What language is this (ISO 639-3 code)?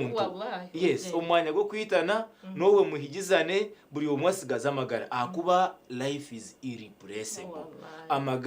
nyn